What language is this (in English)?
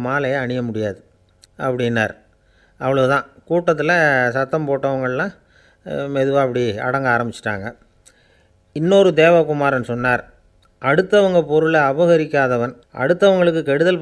Tamil